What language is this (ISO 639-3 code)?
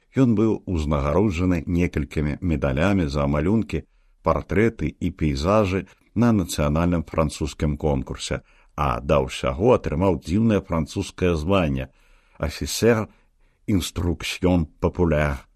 bel